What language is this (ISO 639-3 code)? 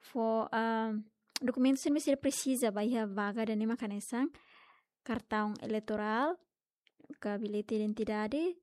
tet